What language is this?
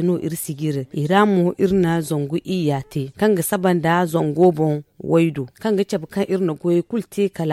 Zarma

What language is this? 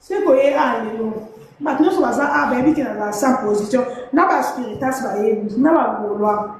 Lingala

